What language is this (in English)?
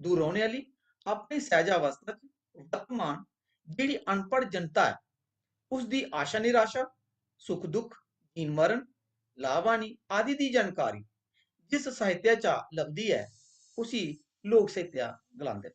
Dogri